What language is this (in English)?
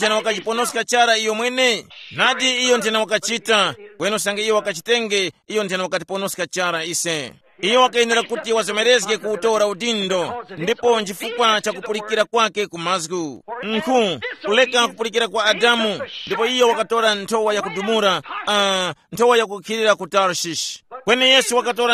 Tumbuka